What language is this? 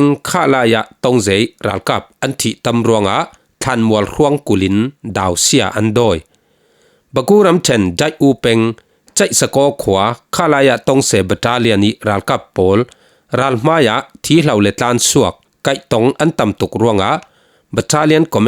Falam Chin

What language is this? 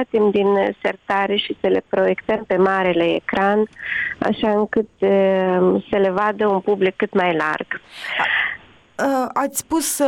Romanian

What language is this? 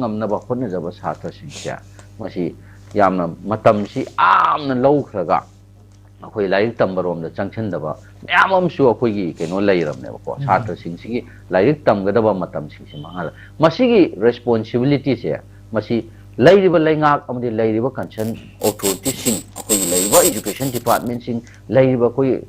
Manipuri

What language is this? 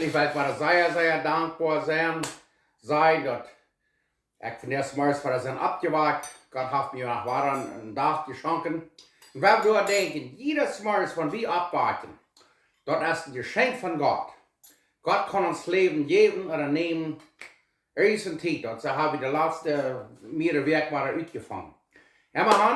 Plautdietsch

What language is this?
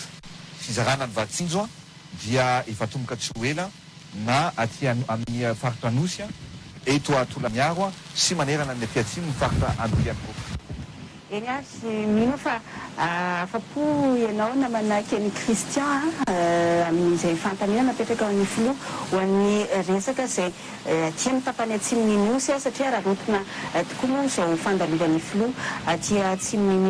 Malagasy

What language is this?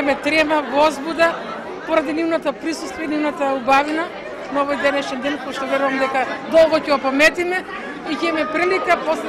Macedonian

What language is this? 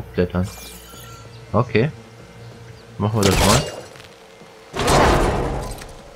German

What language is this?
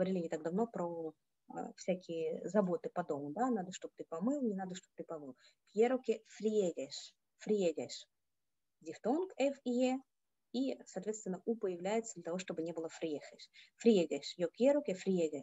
Russian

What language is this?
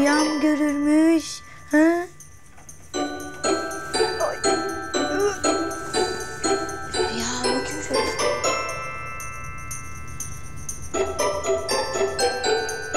Turkish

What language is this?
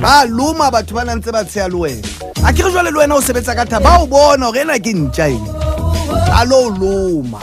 Southern Sotho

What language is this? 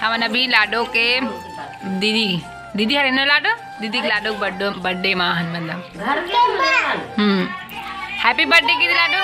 Chhattisgarhi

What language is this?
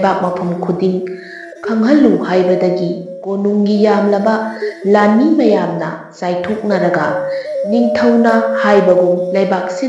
Manipuri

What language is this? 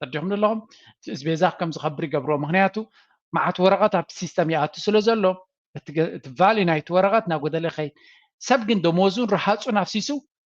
Tigrinya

